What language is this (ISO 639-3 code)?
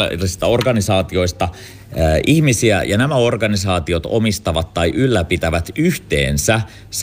fin